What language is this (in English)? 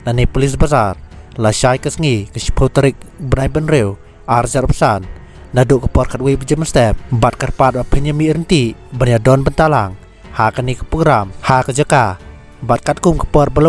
Khasi